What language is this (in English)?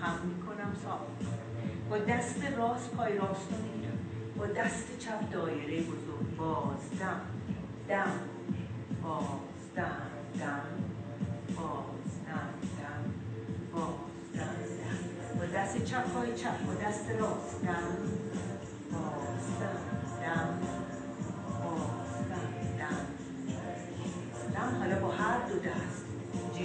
Persian